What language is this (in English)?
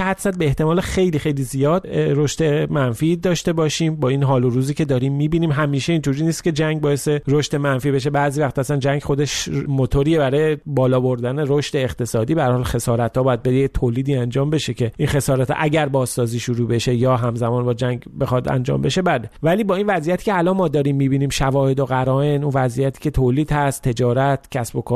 Persian